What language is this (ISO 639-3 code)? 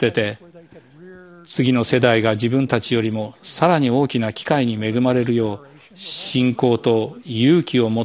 jpn